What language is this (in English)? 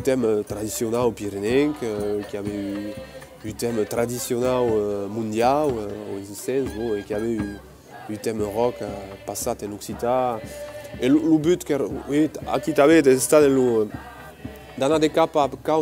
Occitan